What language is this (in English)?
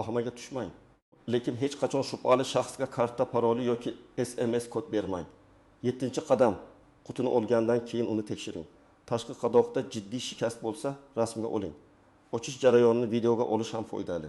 Uzbek